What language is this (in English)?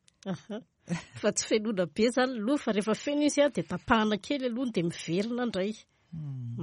Malagasy